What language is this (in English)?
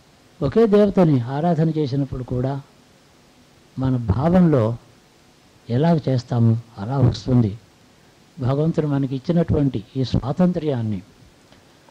Telugu